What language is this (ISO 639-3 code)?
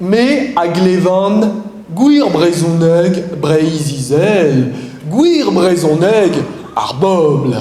bre